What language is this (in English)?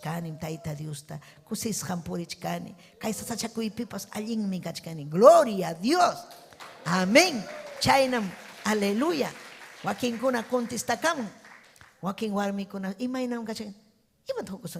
Ayacucho Quechua